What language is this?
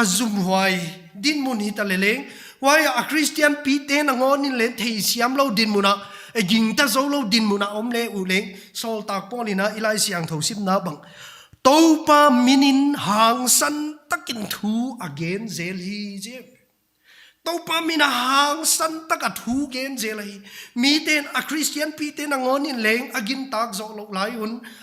Paite Chin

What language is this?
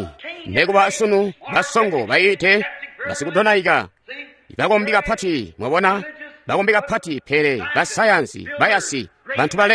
Tonga (Zambia)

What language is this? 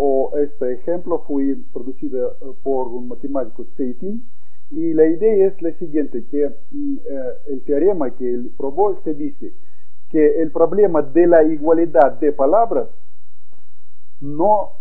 Spanish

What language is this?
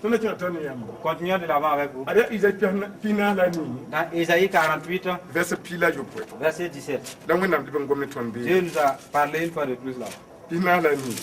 Mossi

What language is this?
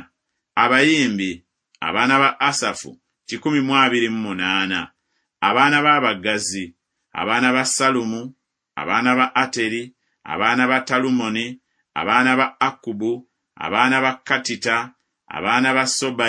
Ganda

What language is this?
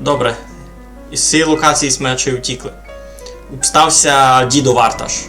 Rusyn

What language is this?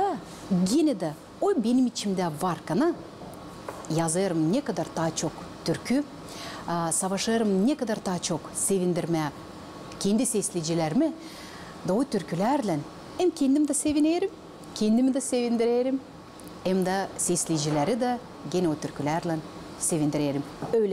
Gagauz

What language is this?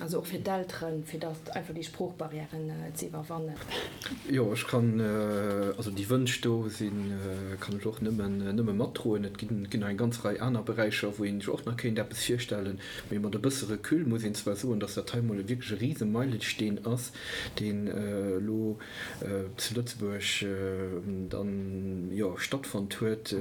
Luxembourgish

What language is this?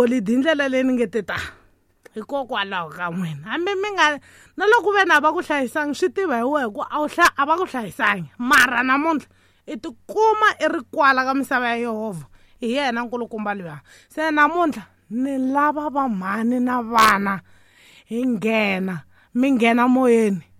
Tsonga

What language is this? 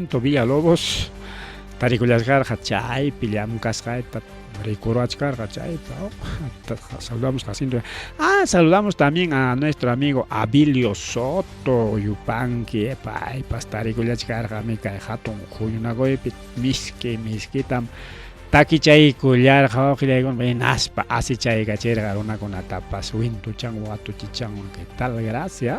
Ayacucho Quechua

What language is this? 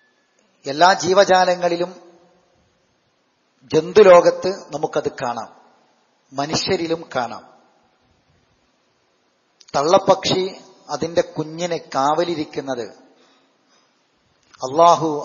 Malayalam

